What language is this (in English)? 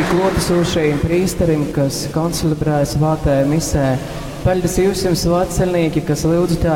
Latgalian